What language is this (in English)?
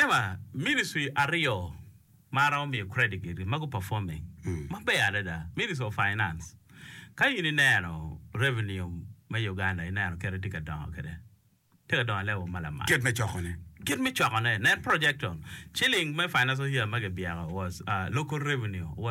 Acoli